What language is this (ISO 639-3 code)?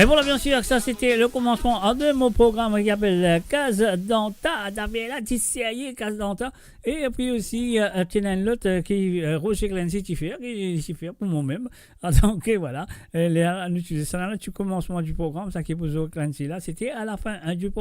mfe